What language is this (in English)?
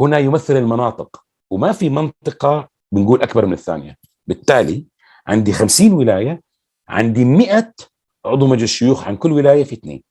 North Levantine Arabic